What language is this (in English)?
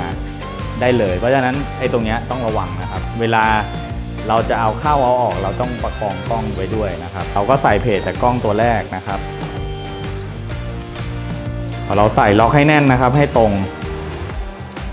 Thai